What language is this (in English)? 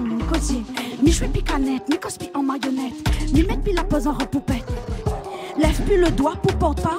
Réunion Creole French